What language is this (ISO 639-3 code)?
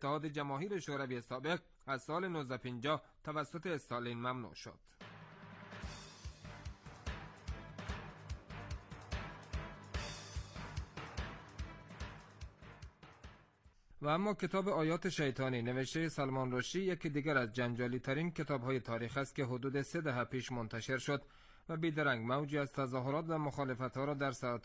fas